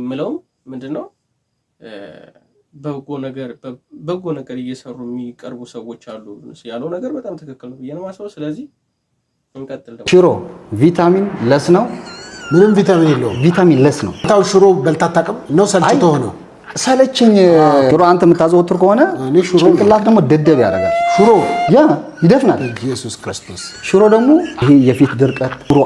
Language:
Amharic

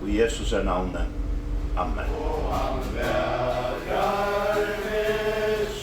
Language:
Faroese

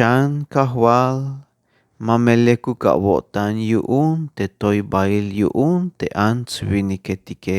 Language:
Tzeltal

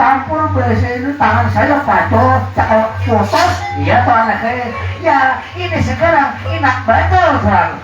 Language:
Banjar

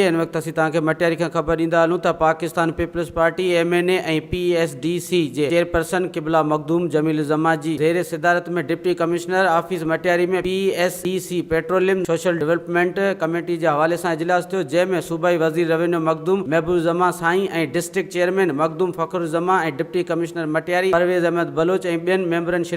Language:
Sindhi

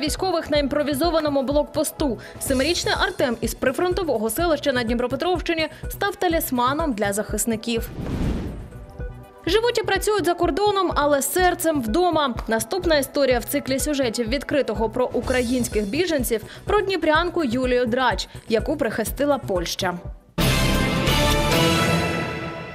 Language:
Ukrainian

